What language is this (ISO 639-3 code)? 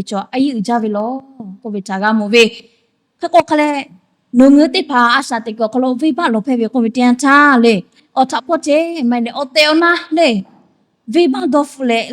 lhu